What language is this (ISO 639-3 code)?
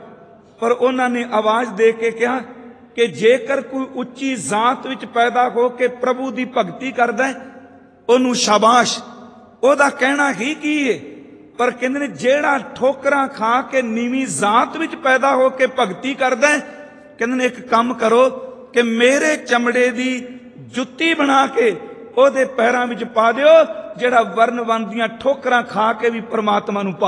pan